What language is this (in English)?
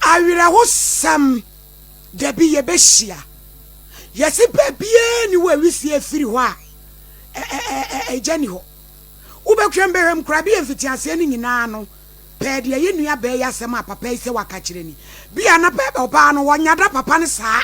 Akan